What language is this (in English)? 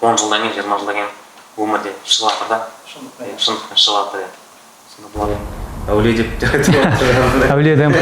Kazakh